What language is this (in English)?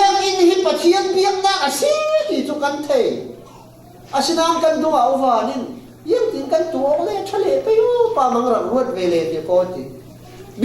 Falam Chin